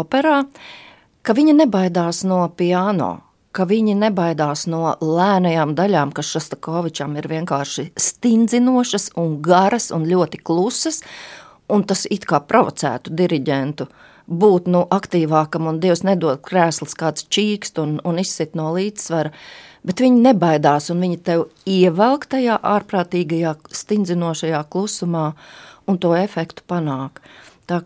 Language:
Latvian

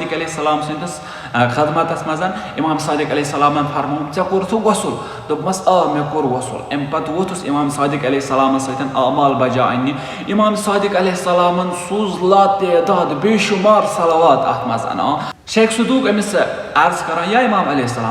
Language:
Kashmiri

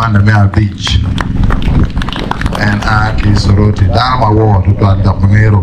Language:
Acoli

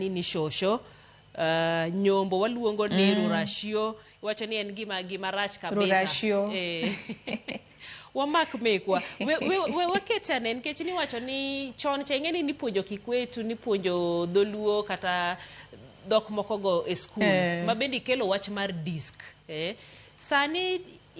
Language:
Luo (Kenya and Tanzania)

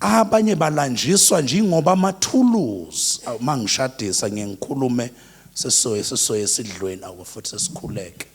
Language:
Zulu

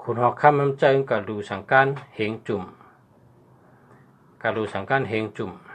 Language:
Shan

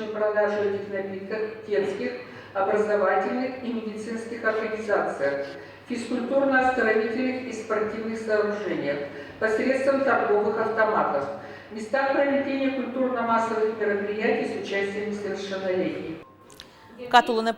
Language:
Udmurt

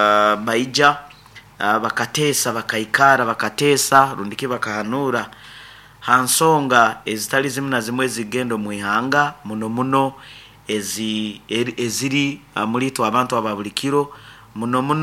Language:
Nyankole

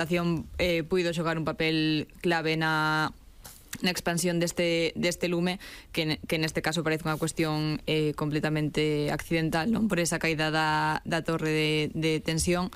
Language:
Galician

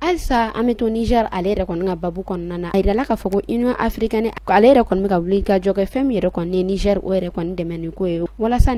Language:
Bambara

